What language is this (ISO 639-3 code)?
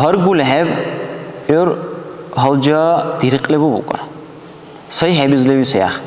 dar